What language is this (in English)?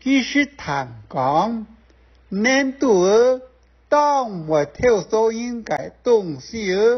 Hakka Chinese